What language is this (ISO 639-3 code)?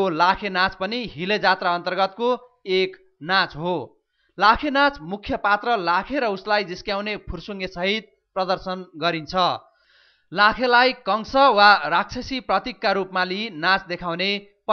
nep